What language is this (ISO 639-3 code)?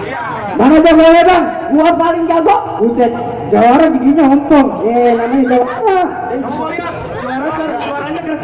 bew